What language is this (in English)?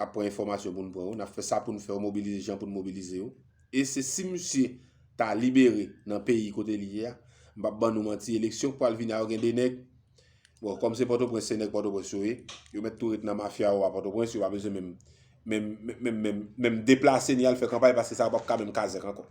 Haitian Creole